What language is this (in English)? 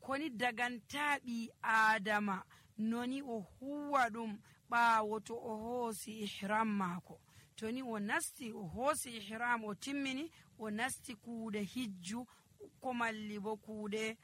Nigerian Fulfulde